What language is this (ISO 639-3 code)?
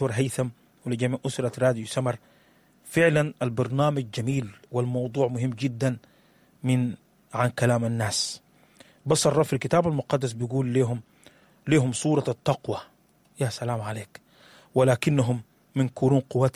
apd